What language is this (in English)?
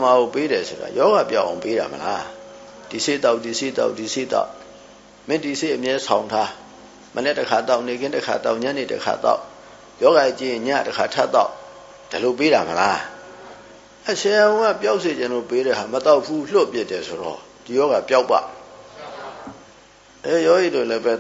Burmese